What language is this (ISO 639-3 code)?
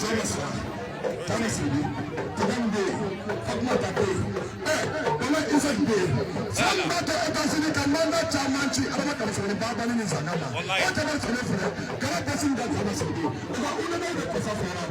bam